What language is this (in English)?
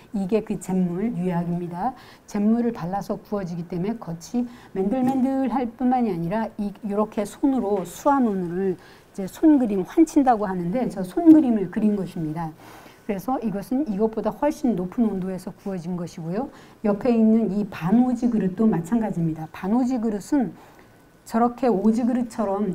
Korean